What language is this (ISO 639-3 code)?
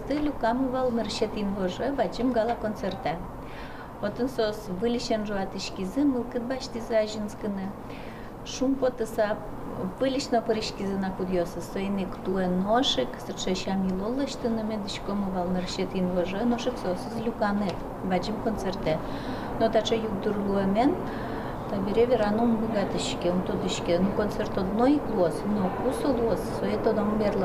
udm